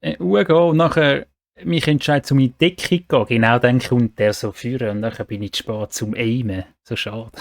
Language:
Swiss German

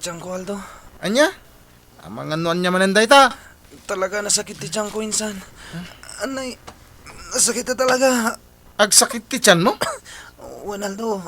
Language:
Iloko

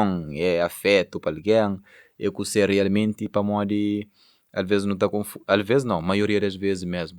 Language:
Kabuverdianu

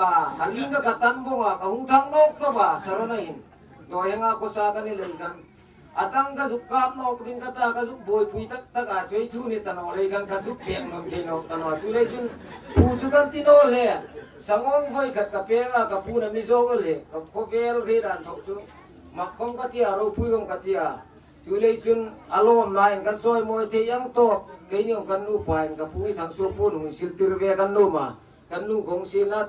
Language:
Hmar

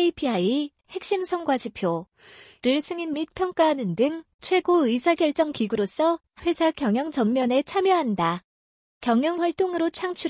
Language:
Korean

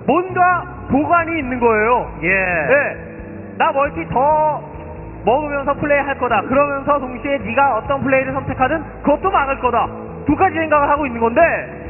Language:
Korean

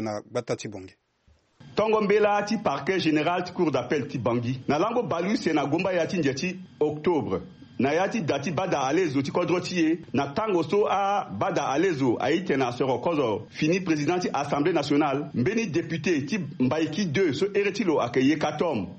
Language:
Sango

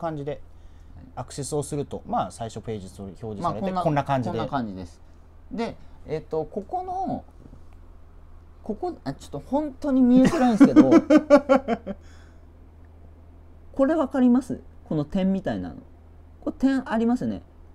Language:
Japanese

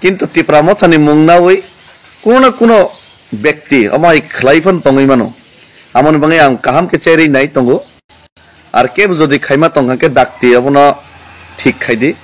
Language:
Kok Borok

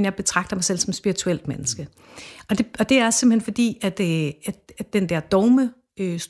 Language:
Danish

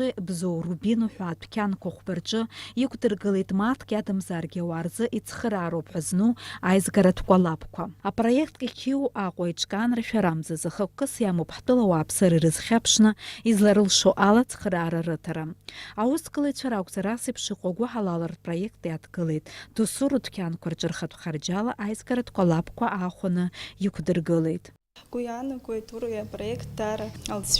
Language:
Abkhazian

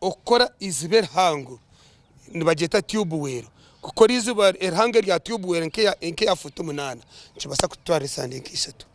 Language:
Nyankole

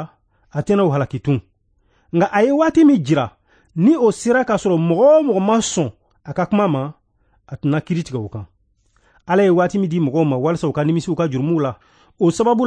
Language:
Bambara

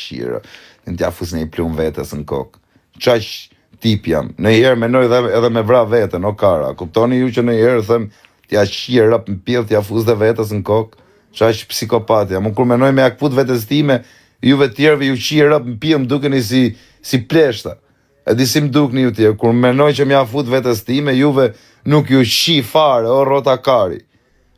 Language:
Albanian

